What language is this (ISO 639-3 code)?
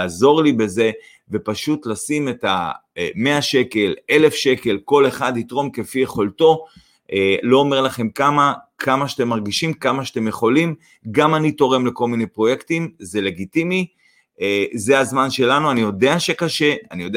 heb